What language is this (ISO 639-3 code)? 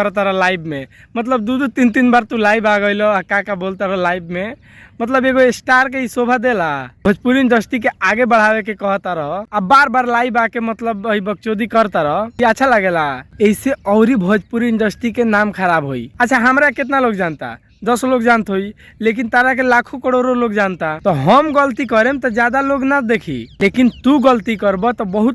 bho